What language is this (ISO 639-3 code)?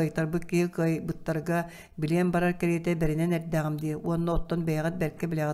sah